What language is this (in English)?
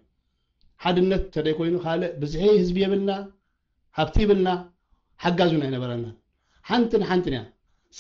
Tigrinya